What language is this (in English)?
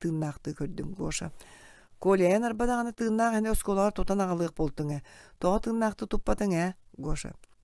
Yakut